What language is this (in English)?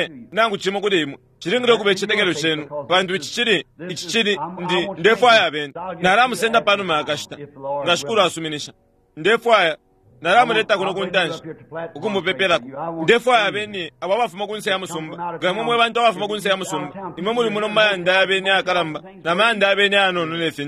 Bemba